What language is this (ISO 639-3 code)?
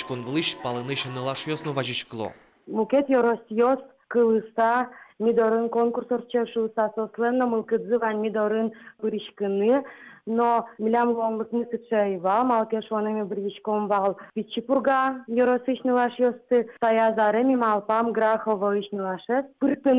udm